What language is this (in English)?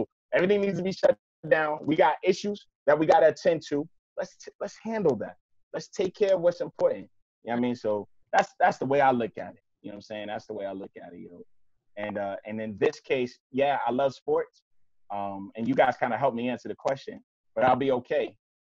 English